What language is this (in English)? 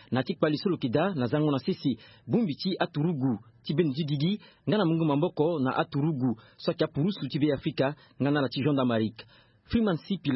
Sango